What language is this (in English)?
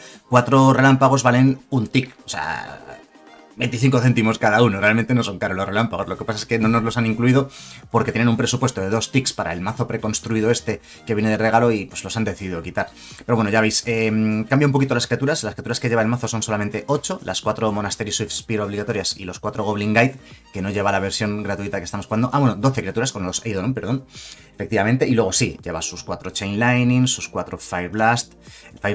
Spanish